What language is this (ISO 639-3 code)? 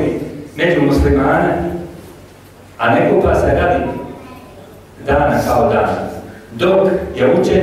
bos